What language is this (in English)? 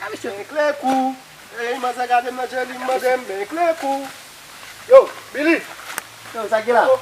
Haitian Creole